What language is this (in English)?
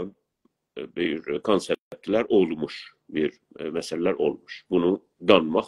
South Azerbaijani